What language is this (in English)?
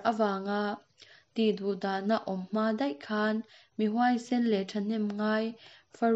Mizo